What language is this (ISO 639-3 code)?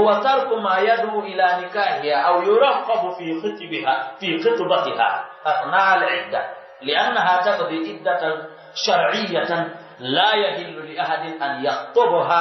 fuf